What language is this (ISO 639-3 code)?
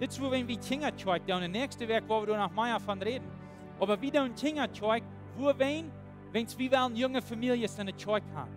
pdt